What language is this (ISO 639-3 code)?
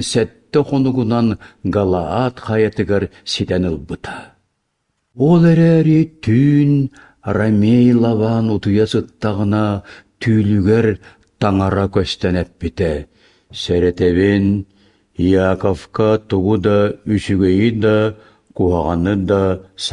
sah